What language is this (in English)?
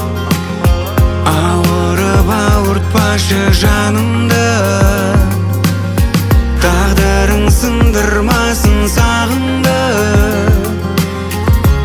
Kazakh